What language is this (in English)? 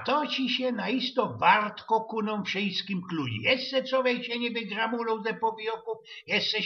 Silesian